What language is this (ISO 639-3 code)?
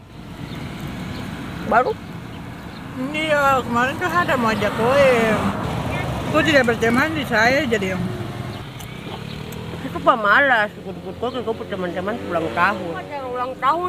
ind